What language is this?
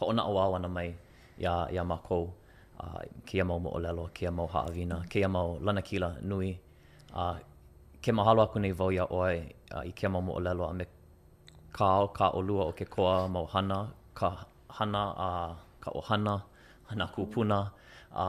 Hawaiian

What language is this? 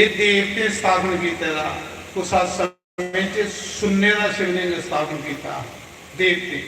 Dogri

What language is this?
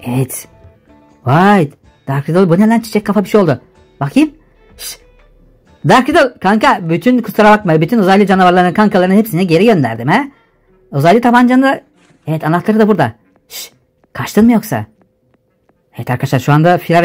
Turkish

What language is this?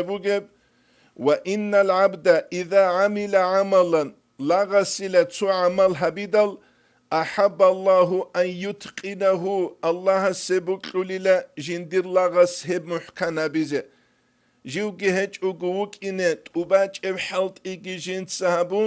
Avaric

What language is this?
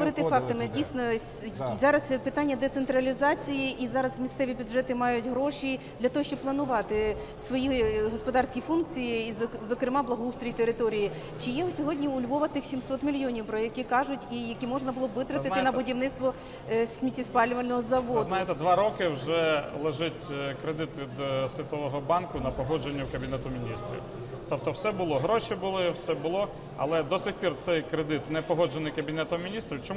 Ukrainian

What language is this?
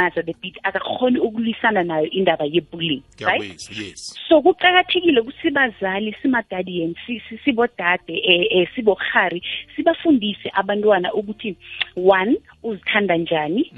South Ndebele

